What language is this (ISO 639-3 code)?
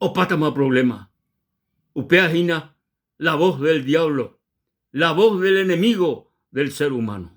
grn